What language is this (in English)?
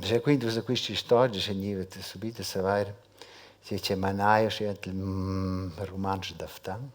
Romansh